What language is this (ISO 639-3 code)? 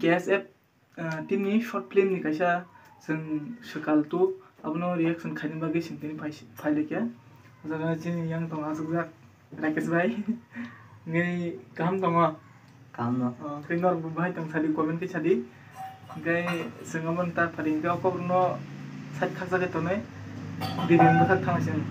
trp